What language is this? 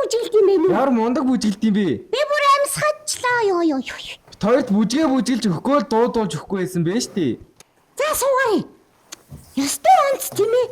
Mongolian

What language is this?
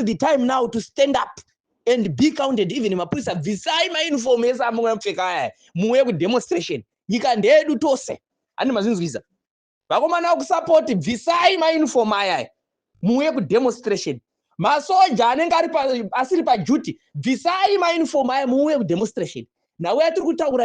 Shona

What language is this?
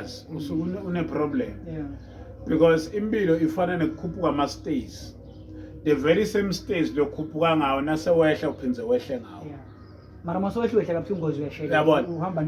Zulu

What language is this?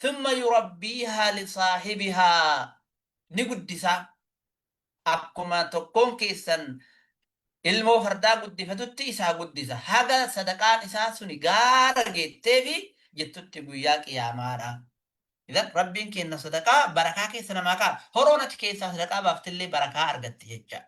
Oromo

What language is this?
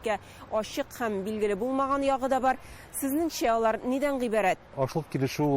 Tatar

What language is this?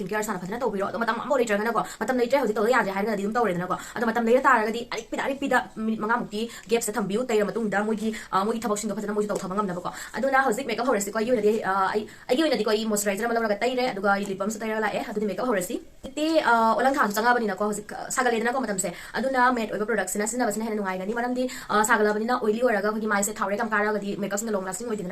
Manipuri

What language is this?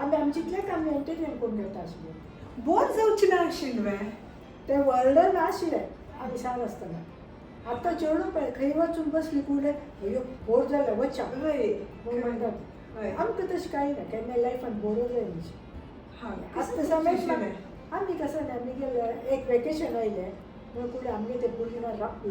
Konkani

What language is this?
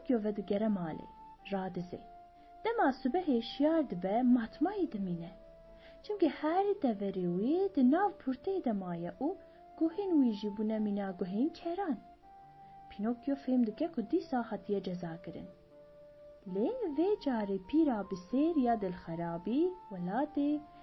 Kurdish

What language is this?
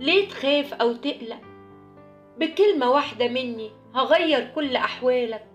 Egyptian Arabic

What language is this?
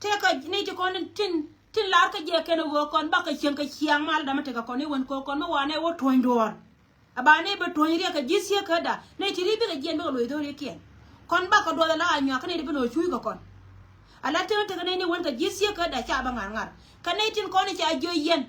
Nuer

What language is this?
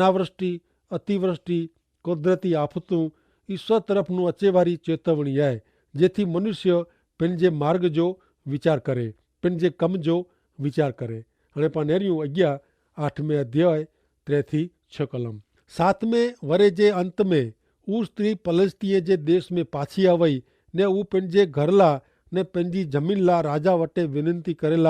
Kachhi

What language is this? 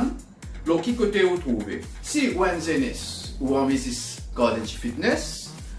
Morisyen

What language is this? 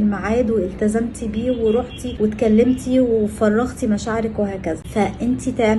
Egyptian Arabic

